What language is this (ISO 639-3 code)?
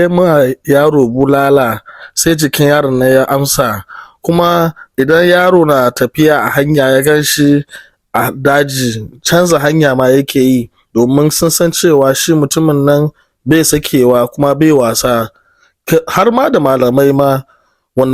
hau